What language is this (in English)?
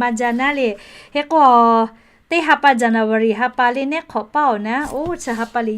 Lahu